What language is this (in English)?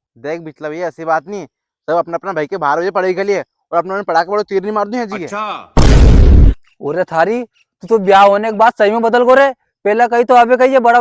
Rajasthani